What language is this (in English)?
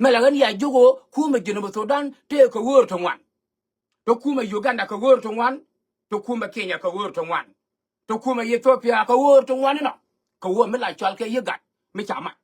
Nuer